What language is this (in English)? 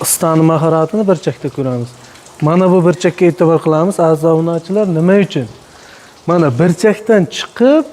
Uzbek